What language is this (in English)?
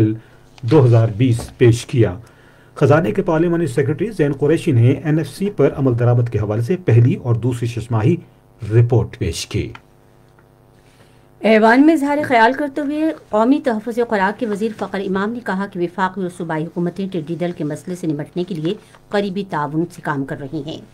Urdu